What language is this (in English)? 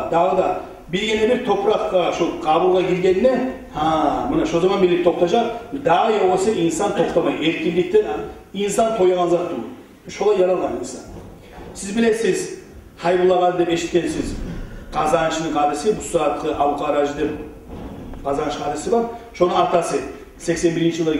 Kumyk